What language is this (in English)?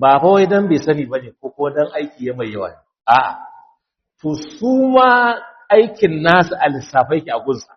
Hausa